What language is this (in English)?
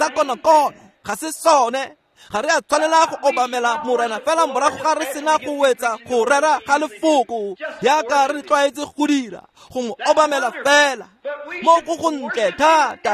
Tswana